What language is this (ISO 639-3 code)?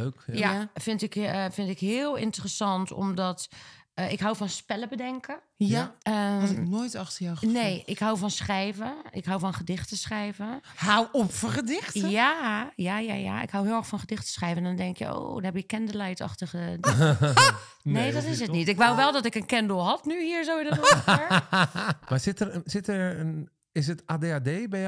nld